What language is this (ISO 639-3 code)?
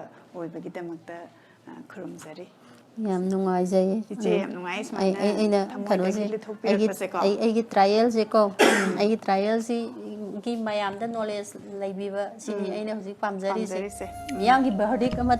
mni